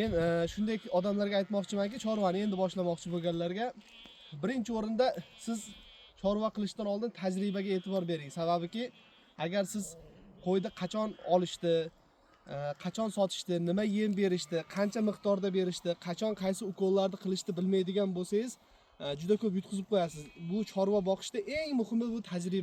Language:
Uzbek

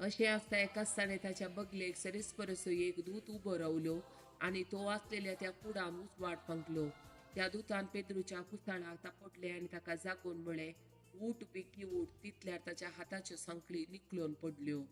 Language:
Konkani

